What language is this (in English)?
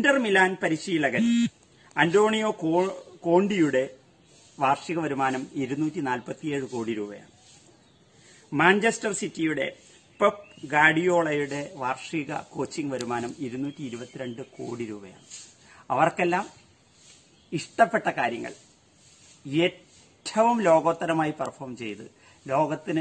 Malayalam